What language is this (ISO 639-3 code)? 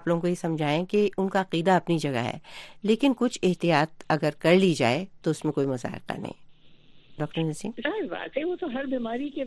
urd